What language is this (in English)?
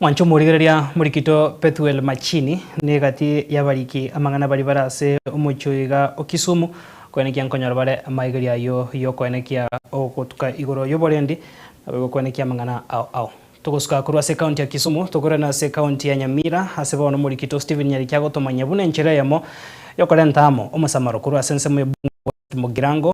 Gusii